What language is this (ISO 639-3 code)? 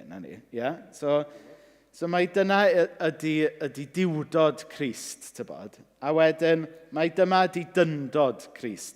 cym